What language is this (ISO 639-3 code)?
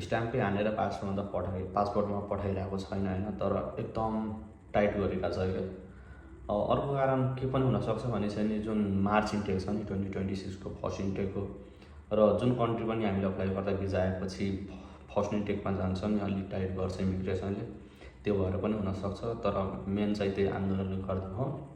nep